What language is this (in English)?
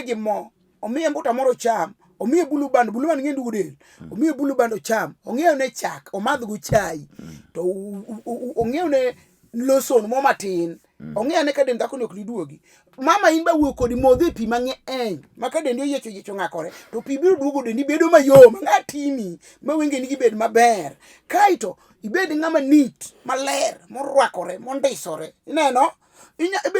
Luo (Kenya and Tanzania)